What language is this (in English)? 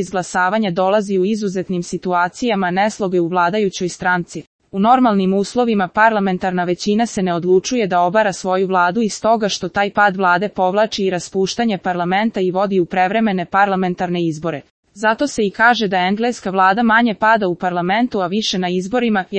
Serbian